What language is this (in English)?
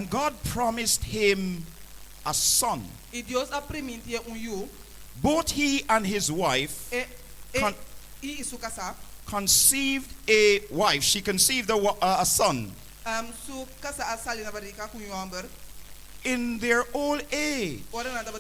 Papiamento